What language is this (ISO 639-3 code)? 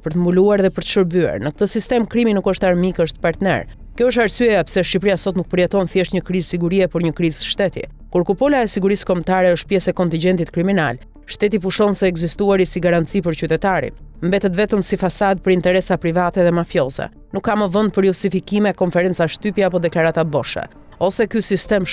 sqi